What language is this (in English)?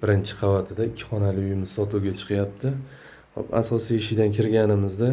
Uzbek